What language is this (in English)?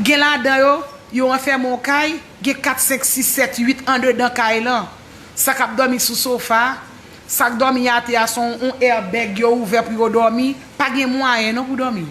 Haitian Creole